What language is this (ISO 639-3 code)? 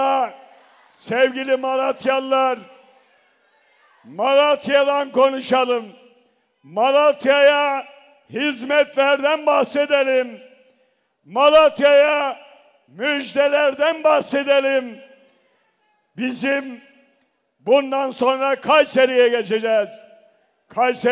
tur